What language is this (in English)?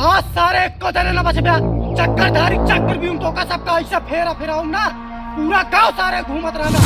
Awadhi